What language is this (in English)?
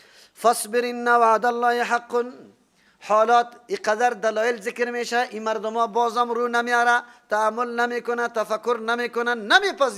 Persian